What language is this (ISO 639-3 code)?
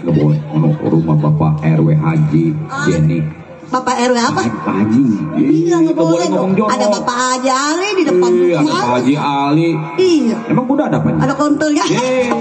bew